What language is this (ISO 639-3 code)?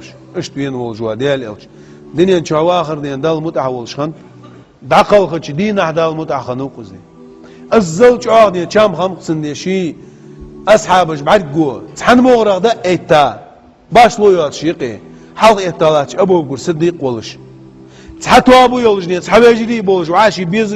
inh